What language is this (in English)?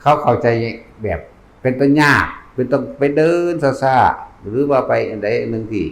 Northeastern Thai